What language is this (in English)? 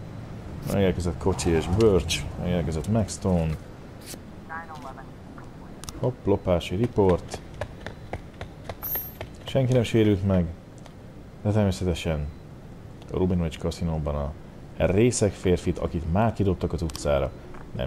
Hungarian